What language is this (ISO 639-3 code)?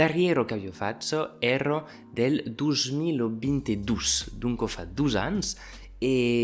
oci